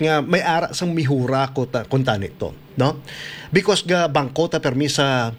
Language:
Hiligaynon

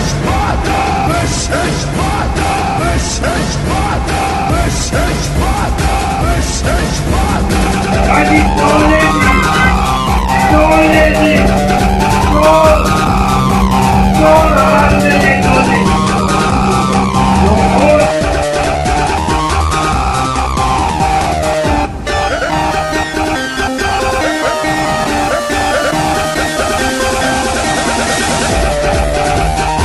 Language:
Slovak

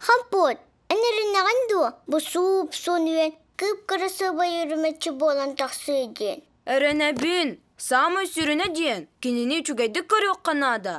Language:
Yakut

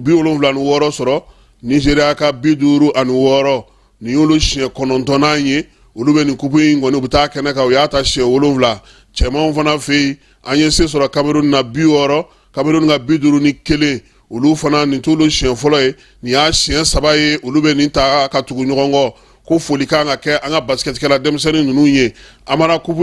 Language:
Bambara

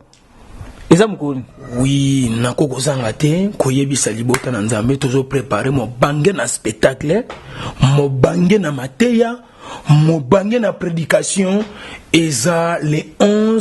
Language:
Lingala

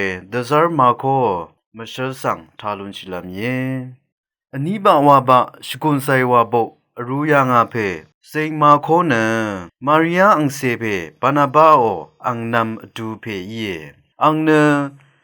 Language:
Rawang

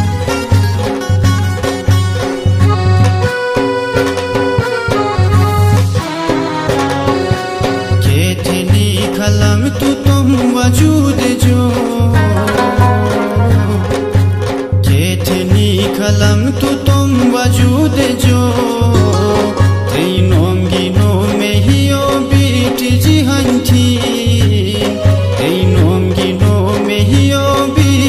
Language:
Shina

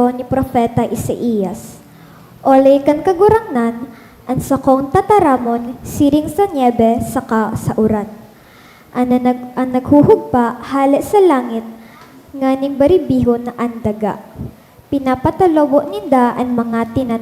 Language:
Bikol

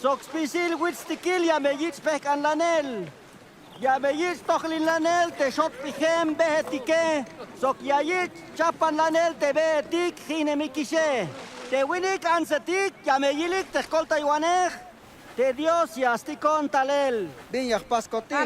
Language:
Tzeltal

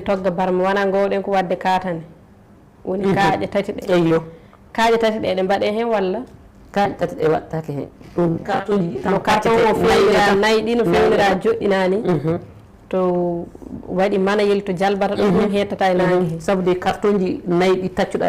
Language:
Fula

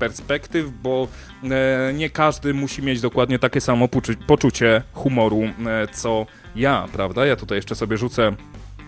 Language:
Polish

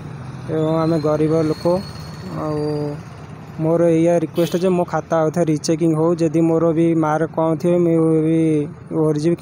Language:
Odia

